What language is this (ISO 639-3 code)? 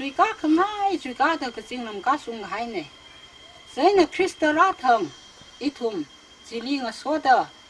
nmf